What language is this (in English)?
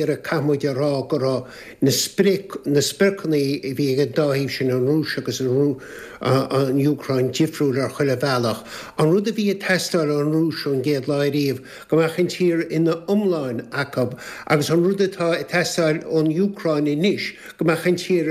Irish